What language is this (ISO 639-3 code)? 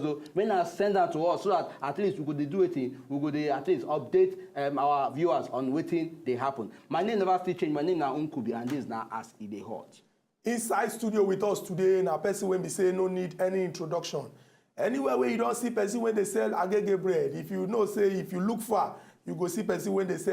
pcm